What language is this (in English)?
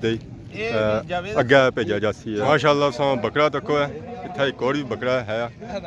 Pahari-Potwari